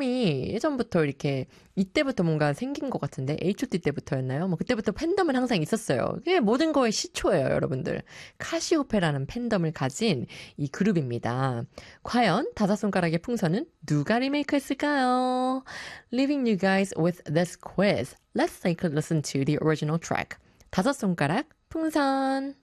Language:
Korean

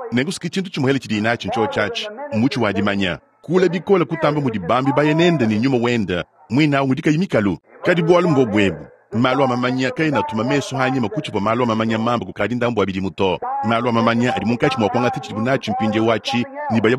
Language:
Luba-Lulua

